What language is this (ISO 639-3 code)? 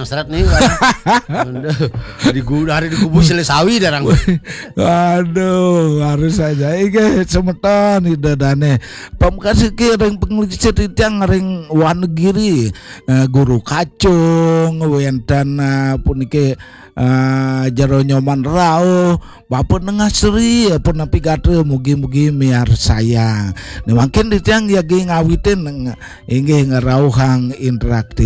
ban